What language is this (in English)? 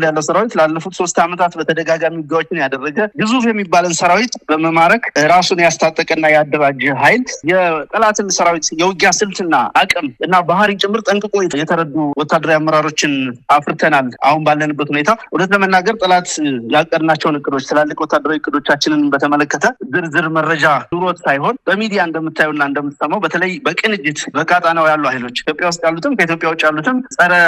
Amharic